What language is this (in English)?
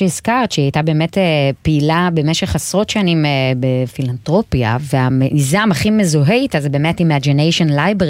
Hebrew